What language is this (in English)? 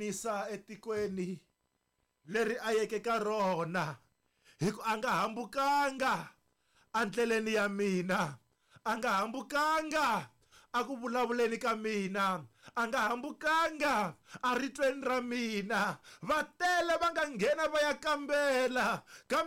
Tsonga